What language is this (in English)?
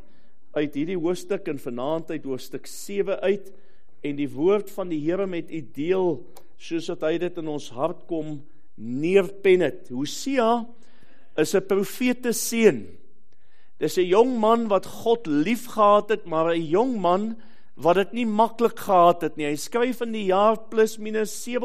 Afrikaans